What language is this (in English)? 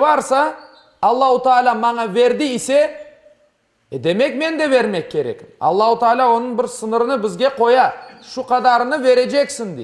Crimean Tatar